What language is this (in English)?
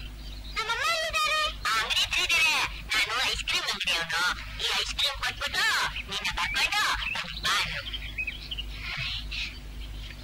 Kannada